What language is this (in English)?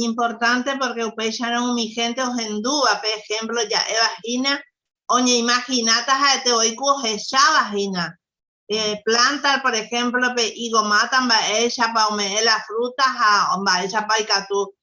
Guarani